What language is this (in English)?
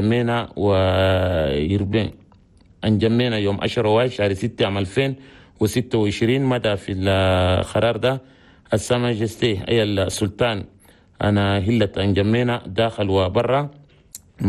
Chadian Arabic